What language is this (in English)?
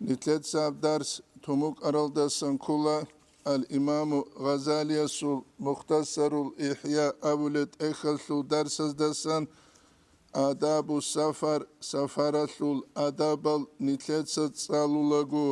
Avaric